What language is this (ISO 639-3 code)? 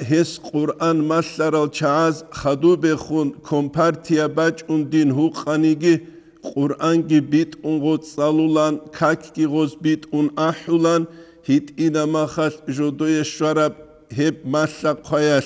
ava